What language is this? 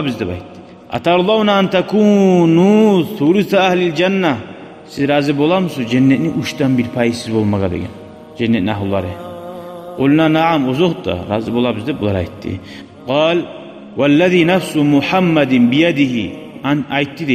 Kumyk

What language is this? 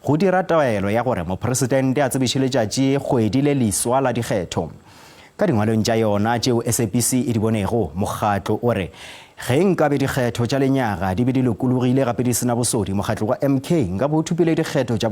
Northern Sotho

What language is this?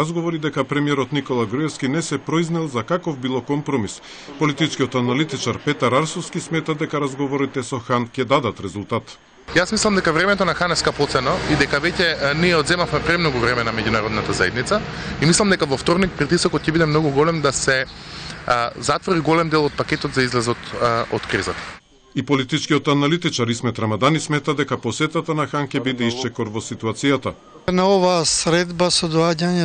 Macedonian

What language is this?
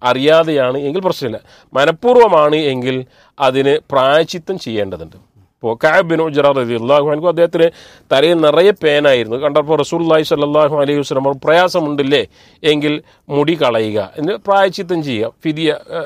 Malayalam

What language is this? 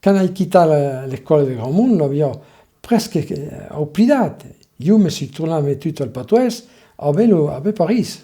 Occitan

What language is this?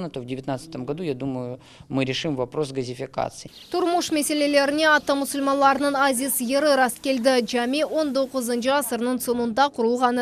Crimean Tatar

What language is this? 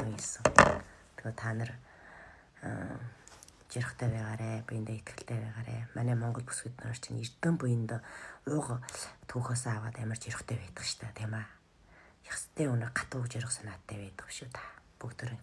Mongolian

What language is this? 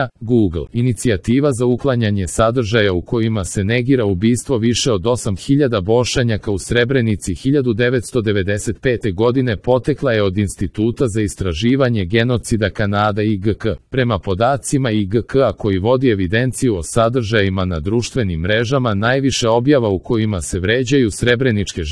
Serbian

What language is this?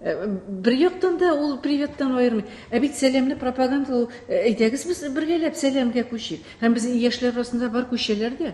Tatar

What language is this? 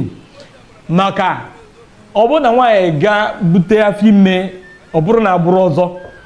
Igbo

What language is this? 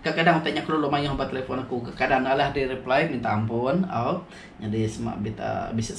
Iban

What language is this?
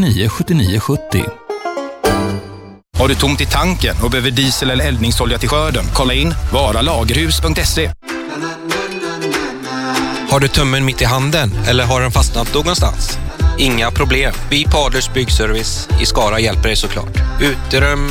Swedish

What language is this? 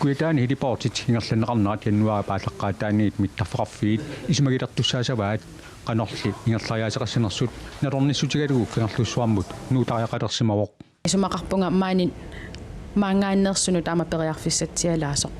Kalaallisut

